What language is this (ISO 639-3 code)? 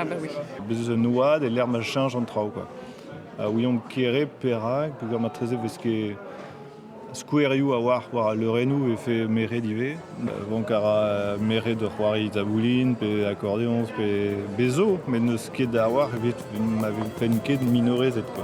bre